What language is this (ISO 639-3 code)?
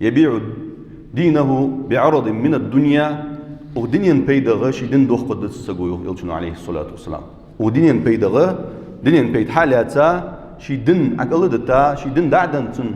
inh